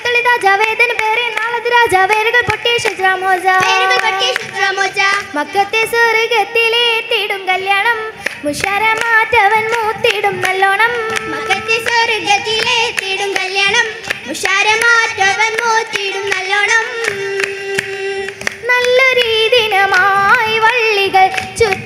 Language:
Malayalam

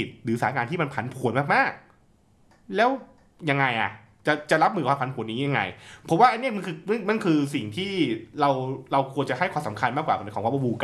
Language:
Thai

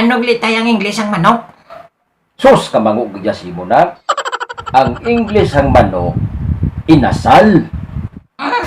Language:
Hiligaynon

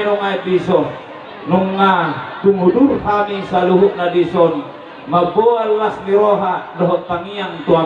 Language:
Batak Toba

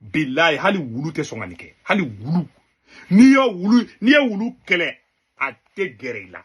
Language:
Bambara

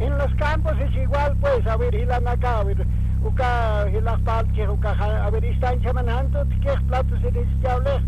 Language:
Aymara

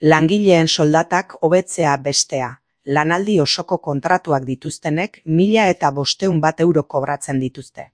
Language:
Basque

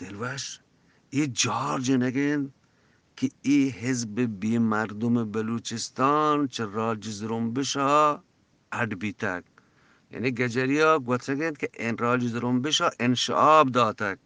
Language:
Eastern Balochi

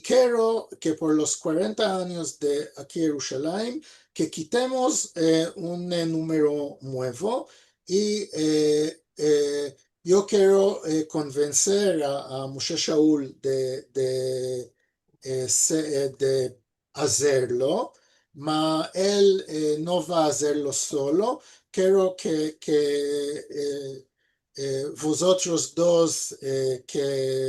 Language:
Ladino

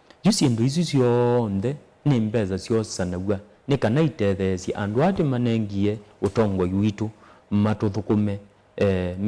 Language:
Kamba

